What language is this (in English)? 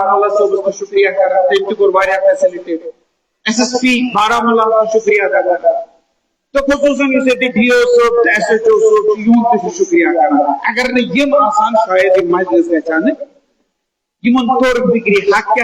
Kashmiri